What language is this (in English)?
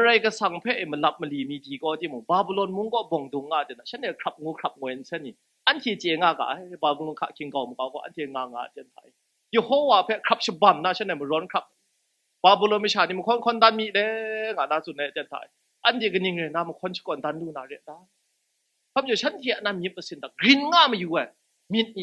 Kachin